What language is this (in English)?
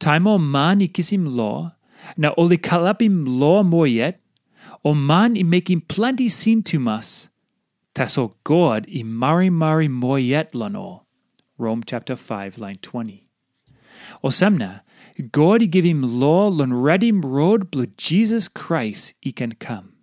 Tok Pisin